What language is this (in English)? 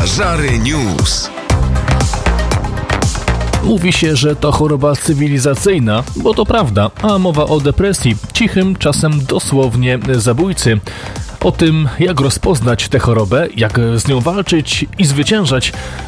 Polish